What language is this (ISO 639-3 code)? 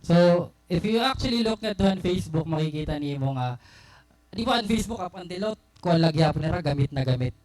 war